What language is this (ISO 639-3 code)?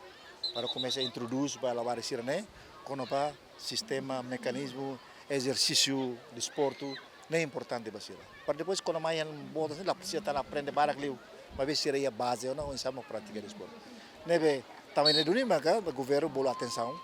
tet